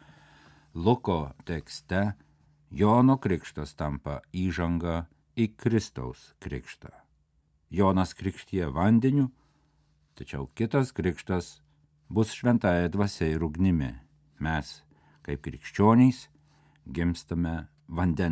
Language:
Lithuanian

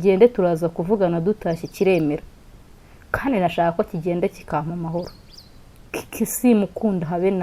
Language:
Kinyarwanda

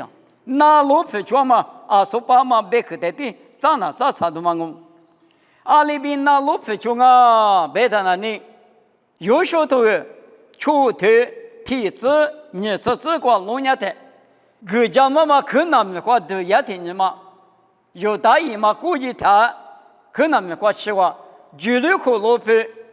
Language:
Lisu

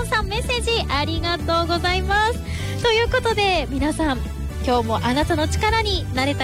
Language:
Japanese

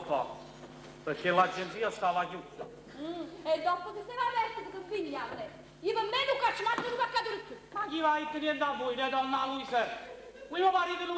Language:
Neapolitan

